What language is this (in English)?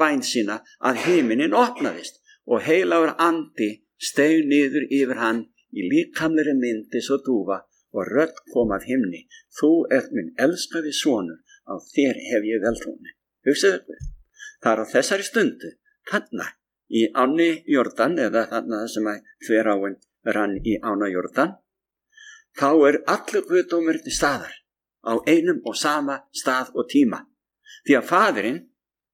Icelandic